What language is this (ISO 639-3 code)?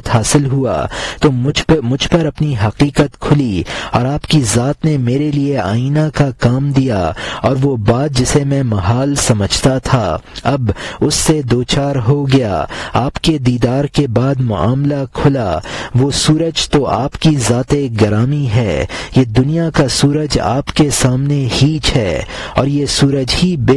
urd